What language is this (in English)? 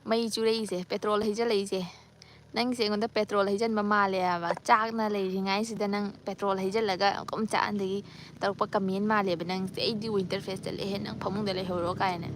Manipuri